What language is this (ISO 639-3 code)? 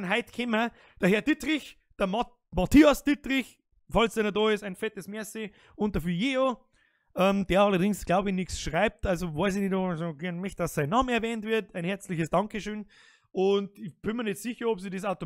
bar